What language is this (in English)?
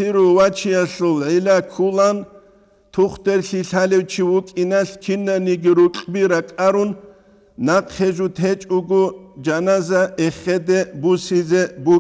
Avaric